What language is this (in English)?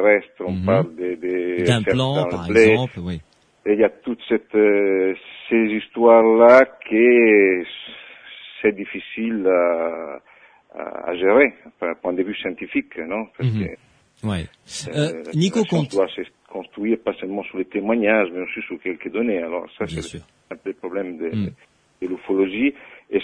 French